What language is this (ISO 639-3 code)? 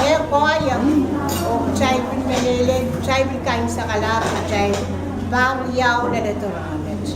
pon